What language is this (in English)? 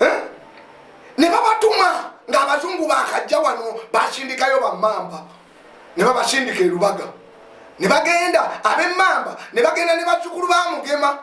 Ganda